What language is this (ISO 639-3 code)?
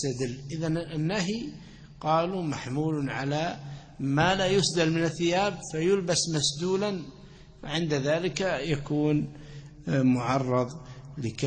ara